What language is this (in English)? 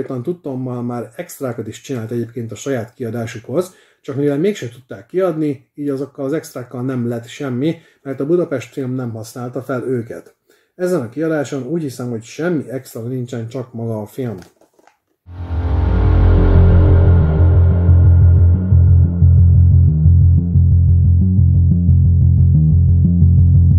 Hungarian